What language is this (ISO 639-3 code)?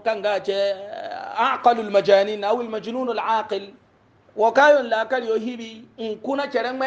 hau